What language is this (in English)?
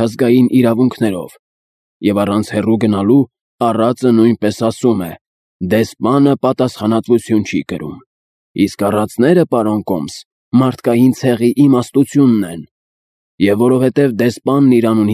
Armenian